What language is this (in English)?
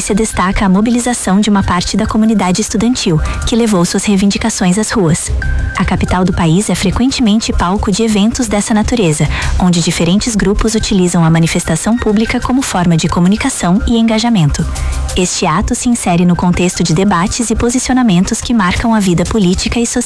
Portuguese